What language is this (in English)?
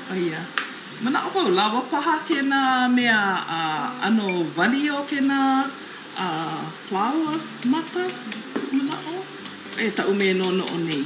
Hawaiian